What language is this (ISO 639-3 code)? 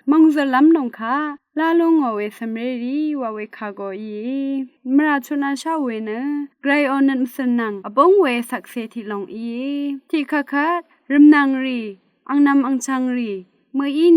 raw